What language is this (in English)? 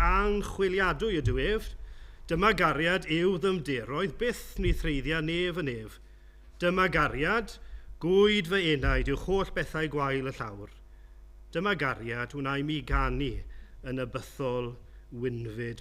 Welsh